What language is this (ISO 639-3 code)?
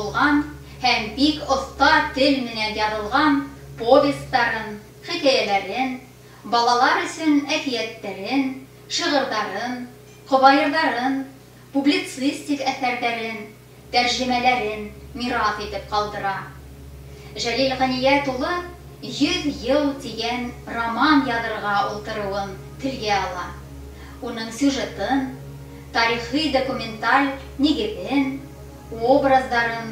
bak